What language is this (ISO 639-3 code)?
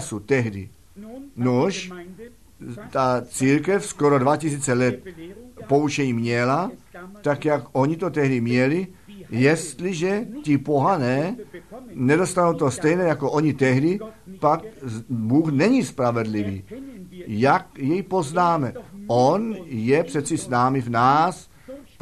ces